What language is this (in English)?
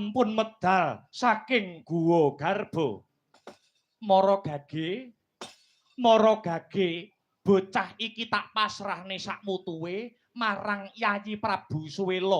Javanese